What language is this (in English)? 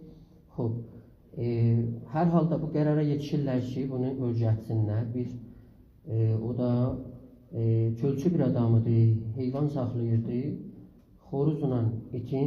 South Azerbaijani